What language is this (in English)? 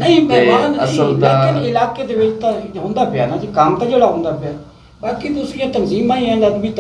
Saraiki